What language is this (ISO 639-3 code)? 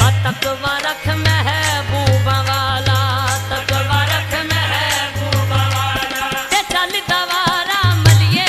phr